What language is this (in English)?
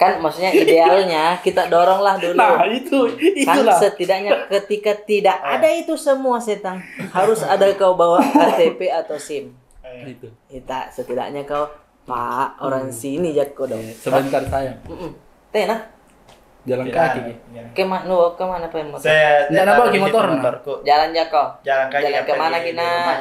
Makassar Malay